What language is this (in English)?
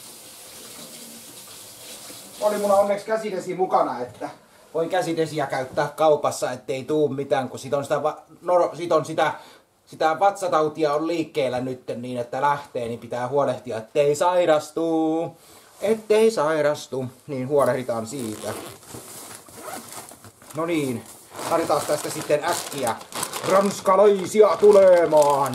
Finnish